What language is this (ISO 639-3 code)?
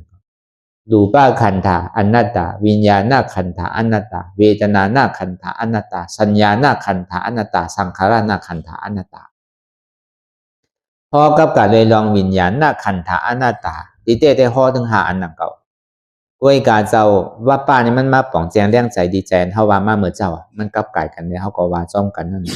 shn